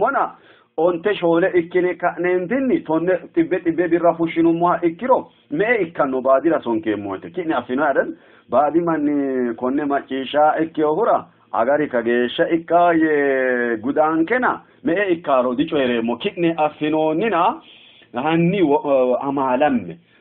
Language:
Sidamo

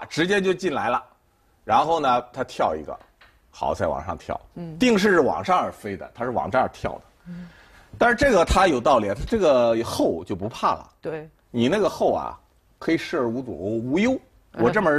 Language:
Chinese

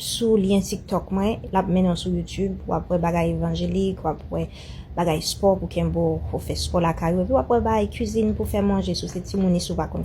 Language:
Haitian Creole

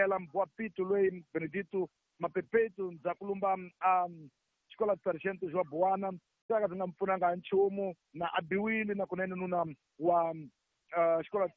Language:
Tsonga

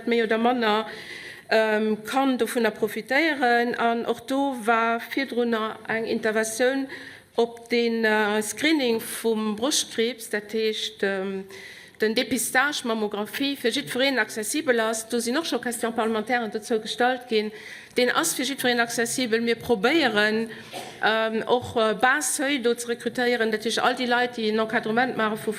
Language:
Luxembourgish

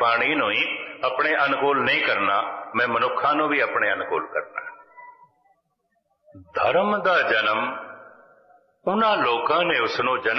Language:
Punjabi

